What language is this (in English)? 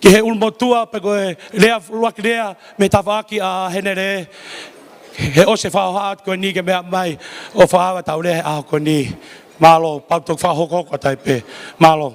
Tongan